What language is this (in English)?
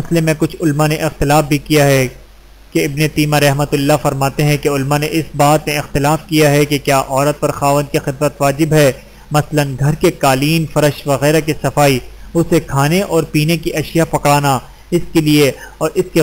Urdu